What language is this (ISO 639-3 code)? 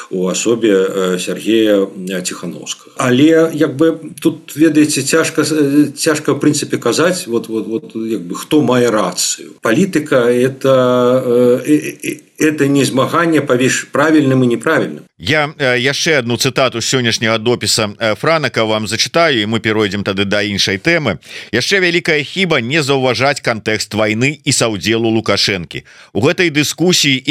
bel